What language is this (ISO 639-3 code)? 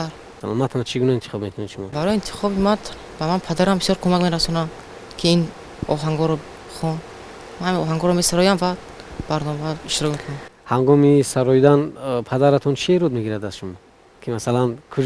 tgk